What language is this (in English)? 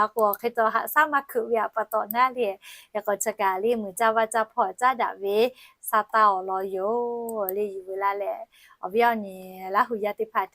Lahu